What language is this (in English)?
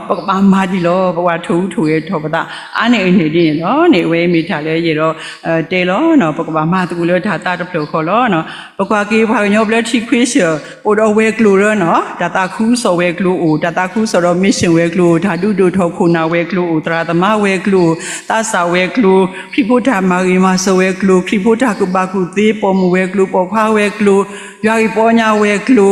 S'gaw Karen